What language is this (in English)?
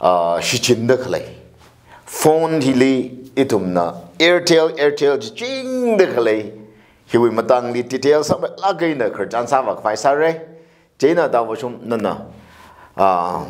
Tangkhul Naga (India)